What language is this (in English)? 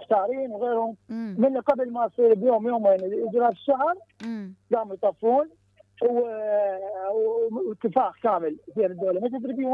Mesopotamian Arabic